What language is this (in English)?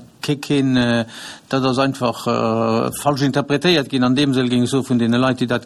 Luxembourgish